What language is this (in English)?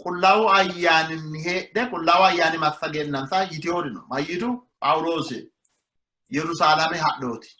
Sidamo